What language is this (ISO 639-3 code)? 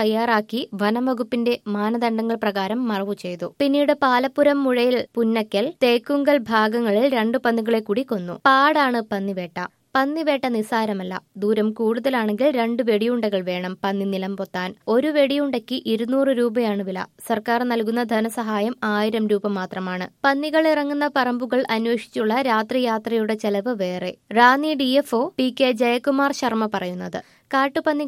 mal